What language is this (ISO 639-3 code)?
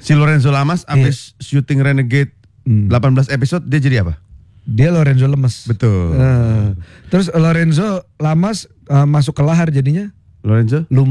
ind